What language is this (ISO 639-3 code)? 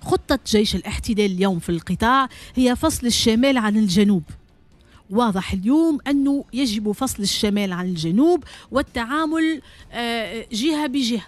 aeb